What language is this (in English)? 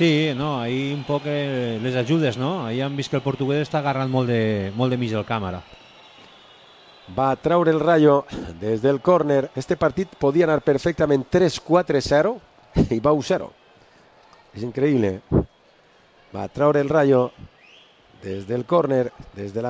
Catalan